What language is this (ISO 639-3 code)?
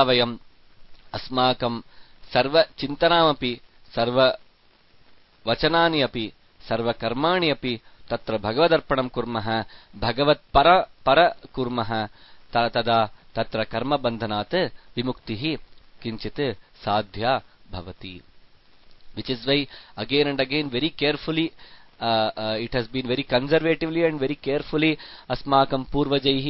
san